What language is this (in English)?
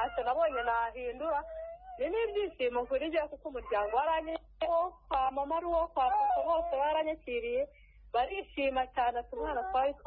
Kinyarwanda